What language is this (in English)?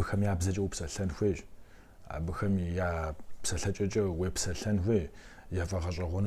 Kabardian